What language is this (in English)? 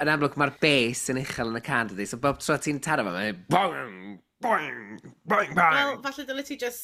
Welsh